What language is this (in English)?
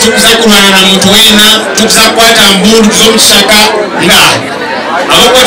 Nyankole